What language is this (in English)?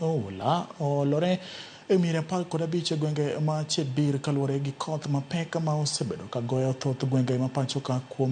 Luo (Kenya and Tanzania)